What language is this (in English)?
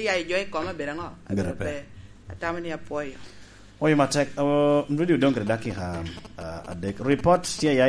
Lango (Uganda)